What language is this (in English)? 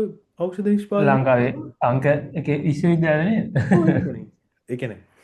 Sinhala